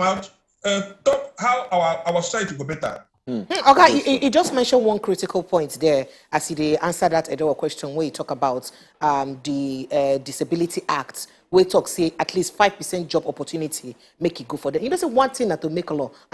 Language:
Nigerian Pidgin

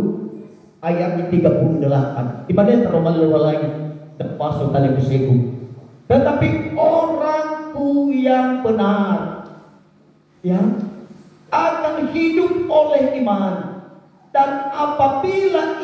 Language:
Nias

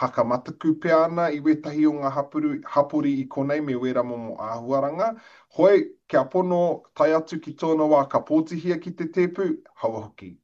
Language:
Māori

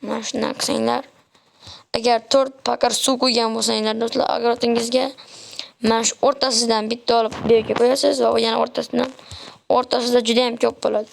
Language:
Uzbek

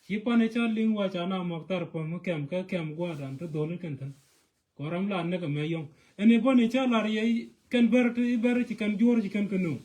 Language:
Nuer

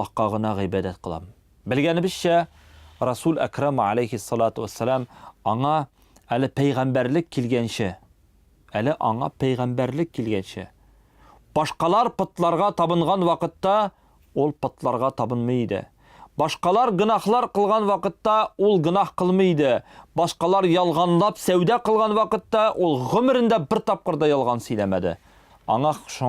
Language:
Tatar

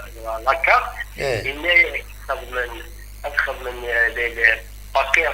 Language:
Kabyle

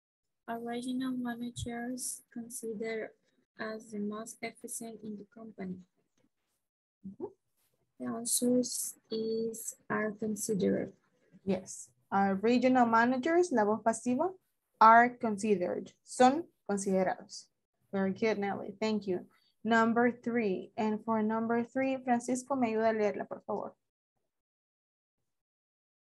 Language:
Spanish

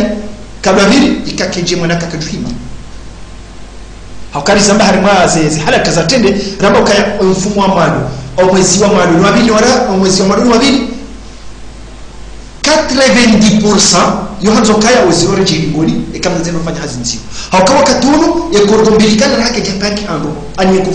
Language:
Swahili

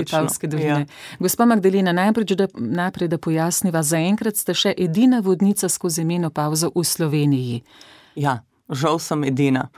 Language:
Slovenian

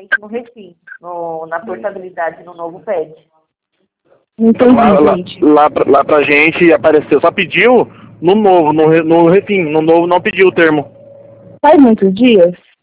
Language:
Portuguese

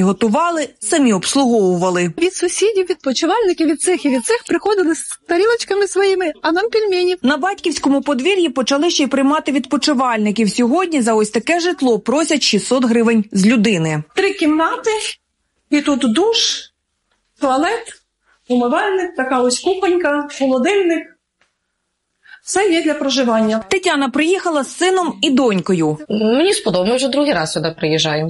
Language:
Ukrainian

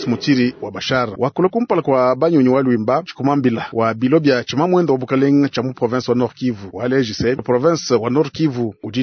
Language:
Luba-Lulua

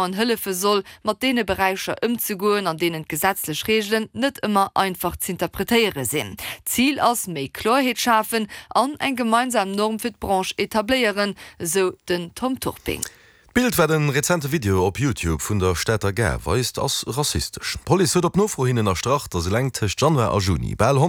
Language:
Luxembourgish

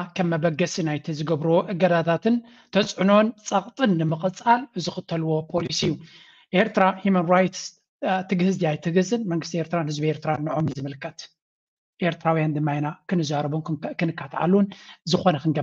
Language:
Tigrinya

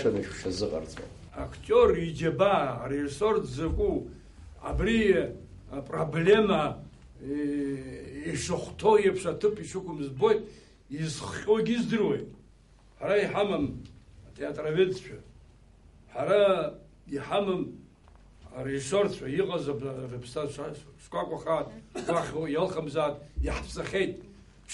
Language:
Abkhazian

